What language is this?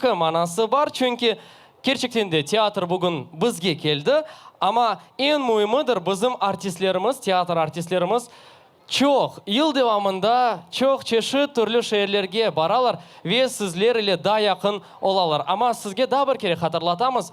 Crimean Tatar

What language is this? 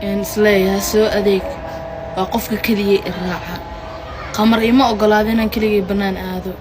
Somali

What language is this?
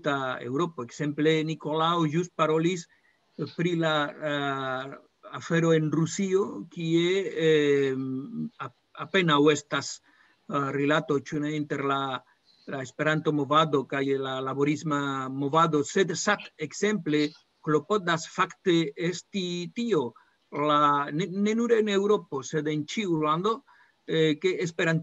Esperanto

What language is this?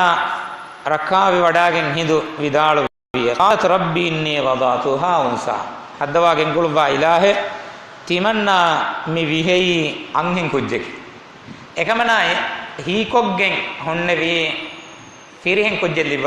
Divehi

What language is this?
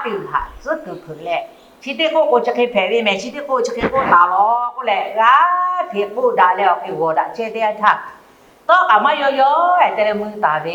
Lahu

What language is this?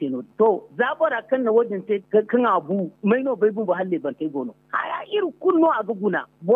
Zarma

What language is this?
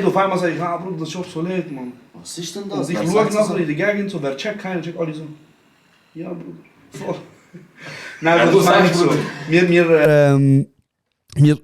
Swiss German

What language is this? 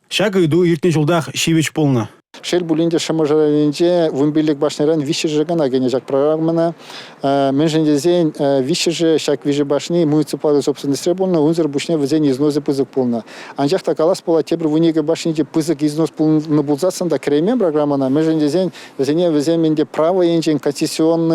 Chuvash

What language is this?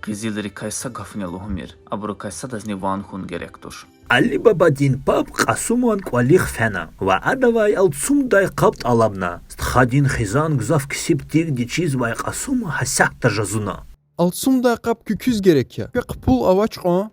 Lezghian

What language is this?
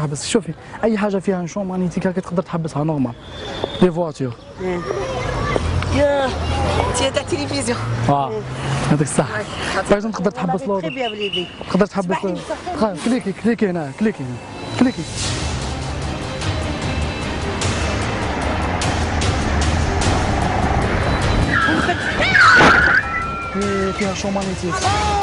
Algerian Arabic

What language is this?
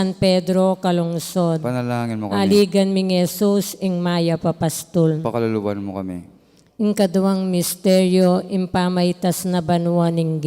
Pampanga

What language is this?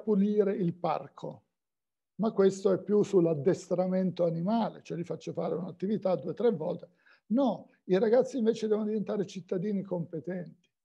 Italian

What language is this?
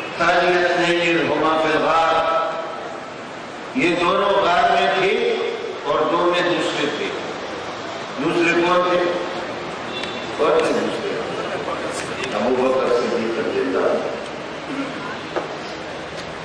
Urdu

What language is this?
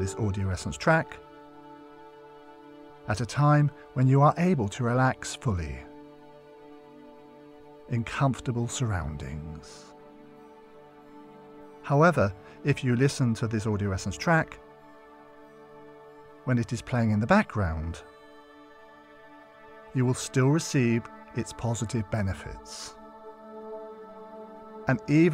English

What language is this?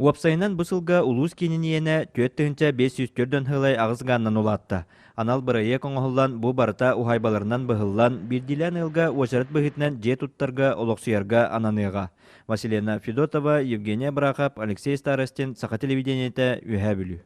Yakut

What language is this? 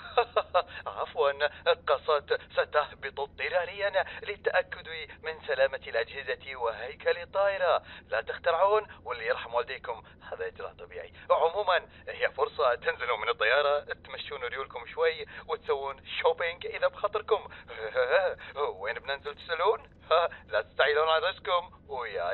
Gulf Arabic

